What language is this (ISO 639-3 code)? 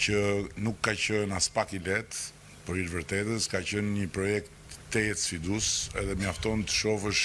sqi